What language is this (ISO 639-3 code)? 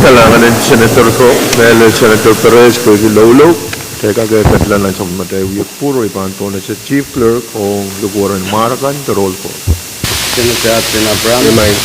pon